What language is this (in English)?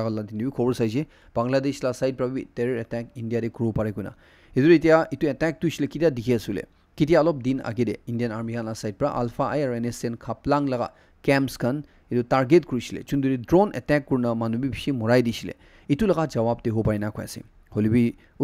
Naga Pidgin